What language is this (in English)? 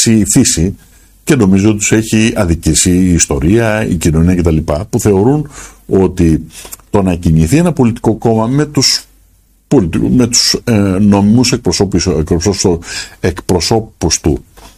Greek